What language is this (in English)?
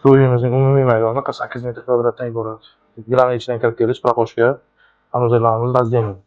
Uzbek